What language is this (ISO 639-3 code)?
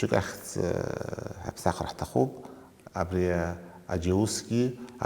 abk